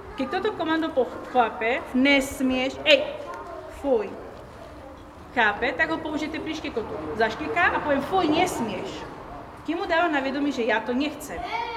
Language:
Slovak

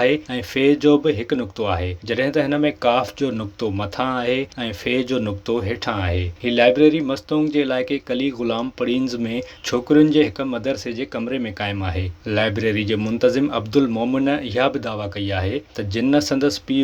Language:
Sindhi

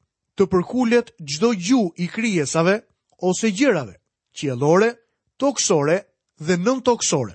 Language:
Albanian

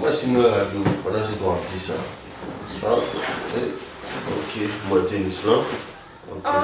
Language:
Haitian Creole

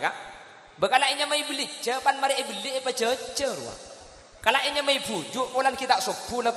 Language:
Madurese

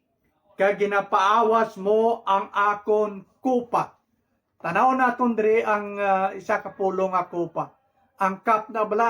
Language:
Hiligaynon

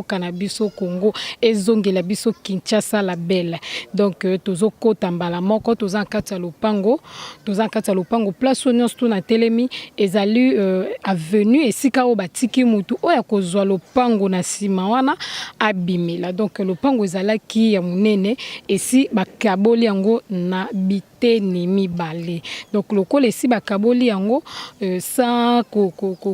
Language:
Lingala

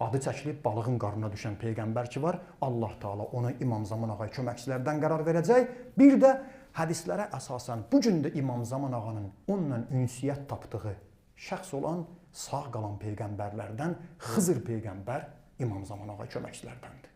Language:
Azerbaijani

